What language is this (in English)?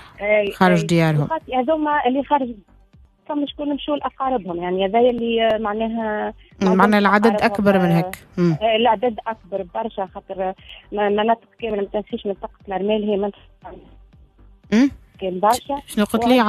Tunisian Arabic